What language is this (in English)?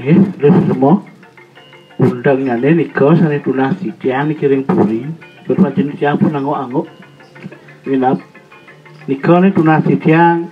Balinese